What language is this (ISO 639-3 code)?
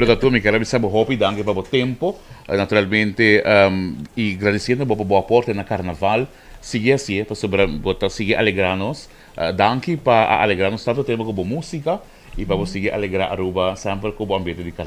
pap